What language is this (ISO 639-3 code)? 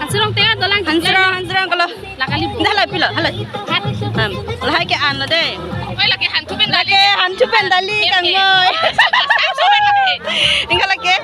mjw